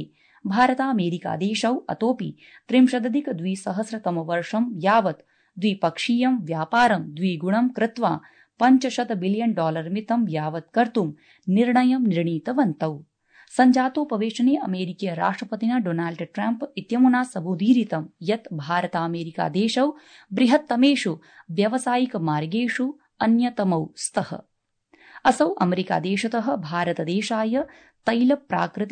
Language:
Sanskrit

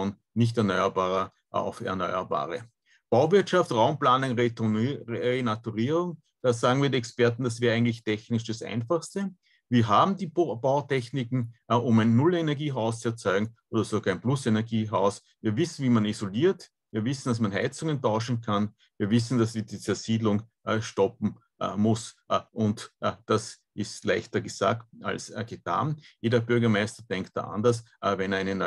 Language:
German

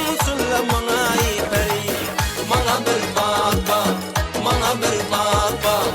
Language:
Kara-Kalpak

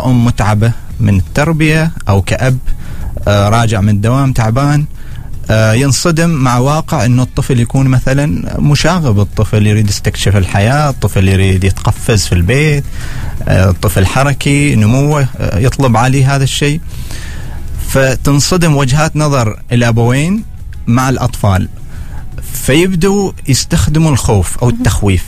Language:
Arabic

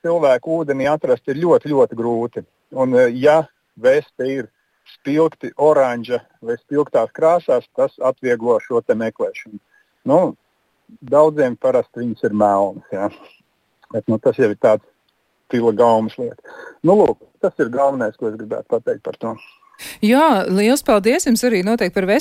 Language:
Latvian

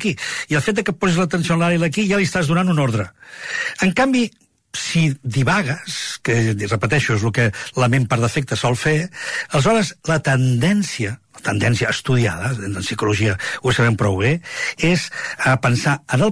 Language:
Catalan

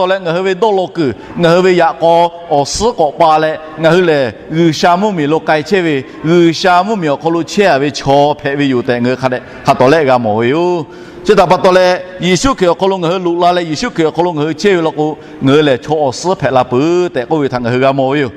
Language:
Lahu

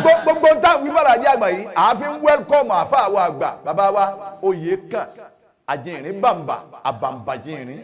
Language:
Yoruba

